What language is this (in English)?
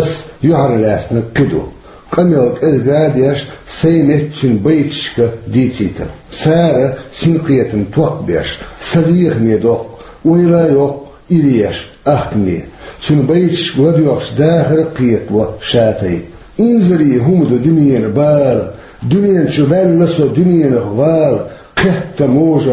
Chechen